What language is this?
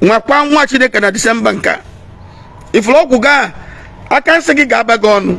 Igbo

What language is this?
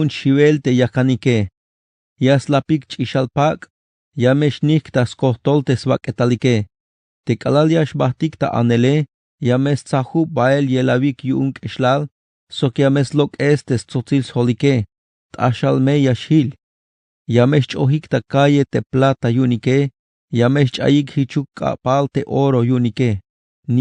Tzeltal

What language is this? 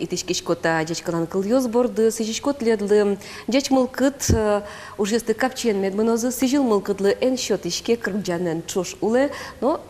Udmurt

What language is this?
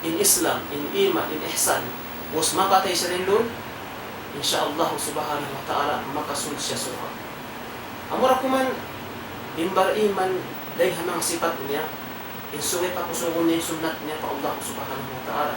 Tausug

